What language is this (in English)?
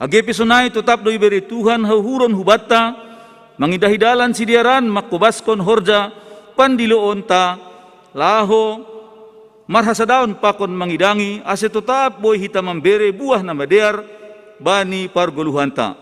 Batak Simalungun